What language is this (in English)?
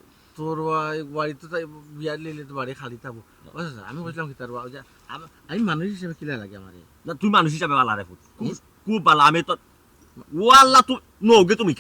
Sylheti